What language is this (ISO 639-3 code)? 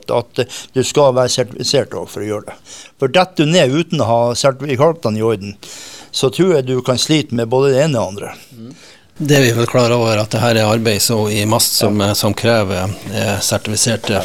nor